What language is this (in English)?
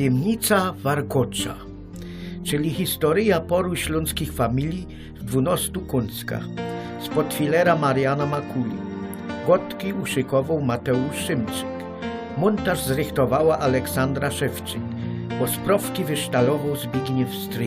Silesian